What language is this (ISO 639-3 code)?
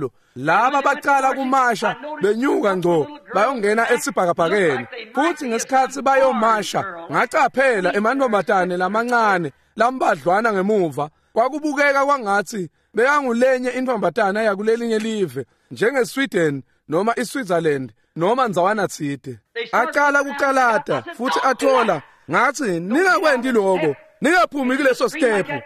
ssw